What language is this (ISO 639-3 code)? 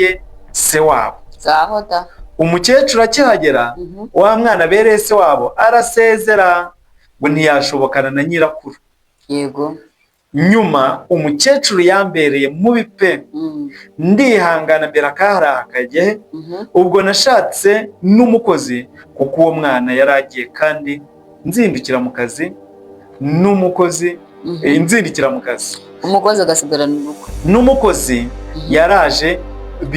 kin